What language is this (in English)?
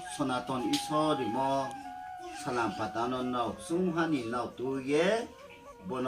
Riang (India)